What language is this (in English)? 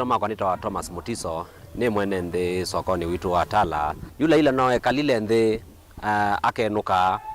Kamba